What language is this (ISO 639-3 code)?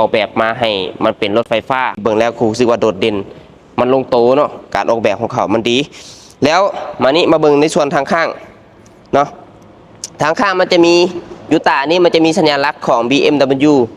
lao